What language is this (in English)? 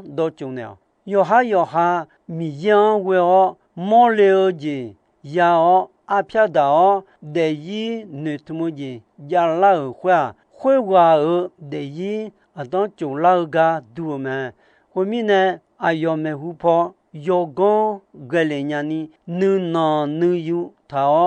Akha